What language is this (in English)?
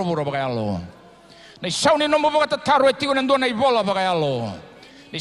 Fijian